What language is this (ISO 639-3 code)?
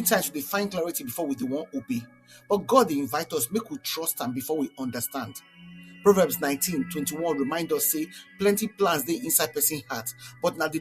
pcm